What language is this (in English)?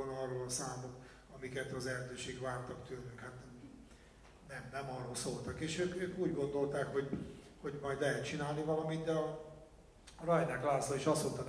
Hungarian